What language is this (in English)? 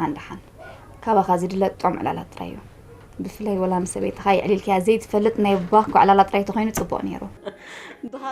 Tigrinya